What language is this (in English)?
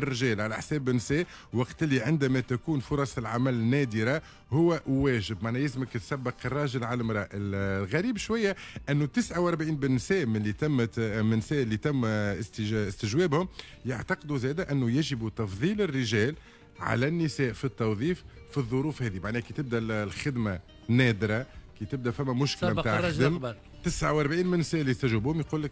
Tunisian Arabic